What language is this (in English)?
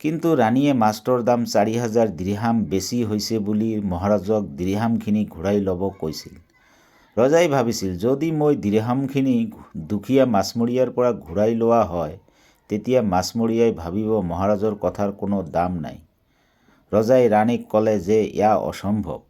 Assamese